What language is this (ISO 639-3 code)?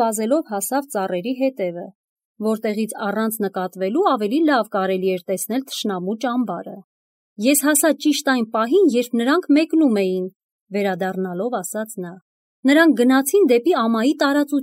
hye